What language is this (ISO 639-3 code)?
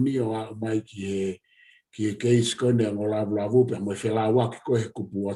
ton